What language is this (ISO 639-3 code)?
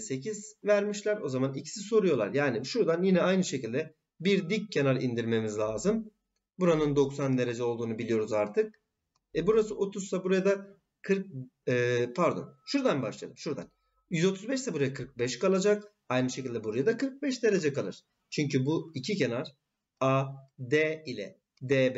tur